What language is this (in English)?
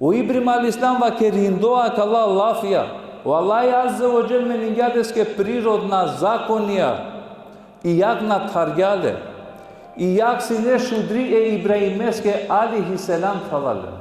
Balkan Romani